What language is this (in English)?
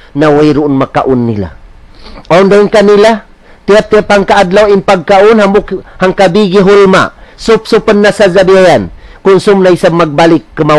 Tausug